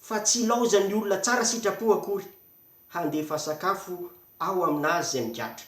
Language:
Malagasy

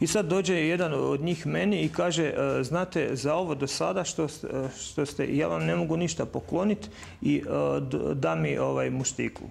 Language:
Bosnian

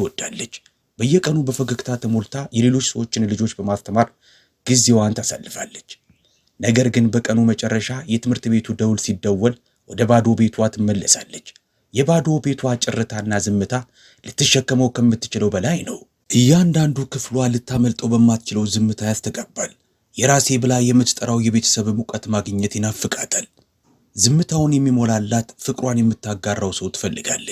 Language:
Amharic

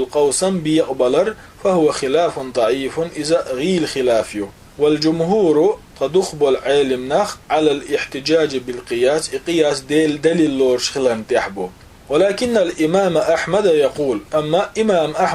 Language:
Chechen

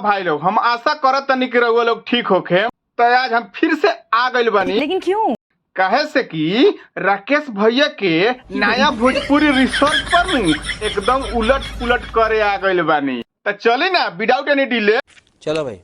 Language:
Bhojpuri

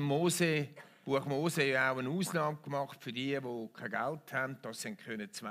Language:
Swiss German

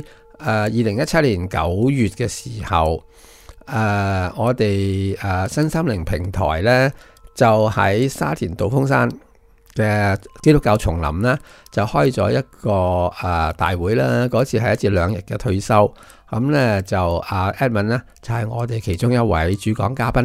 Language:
Cantonese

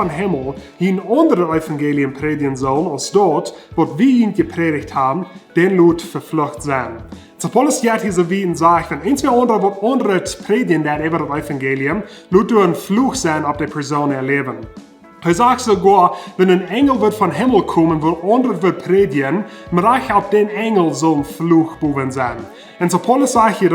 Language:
Plautdietsch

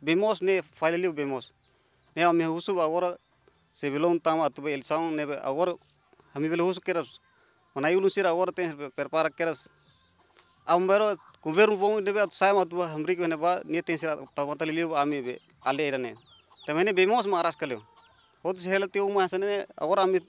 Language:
Tetum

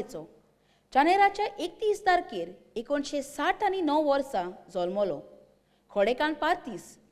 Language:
Konkani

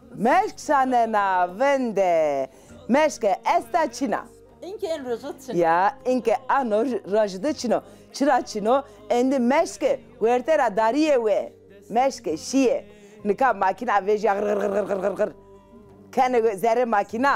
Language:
Zaza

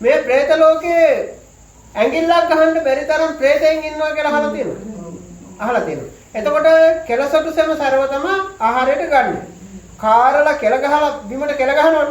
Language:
Sinhala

